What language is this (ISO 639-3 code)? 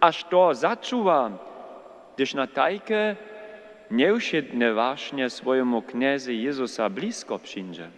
hsb